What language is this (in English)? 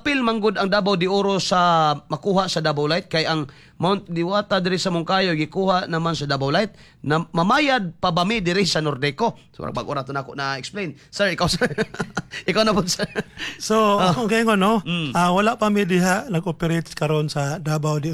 Cebuano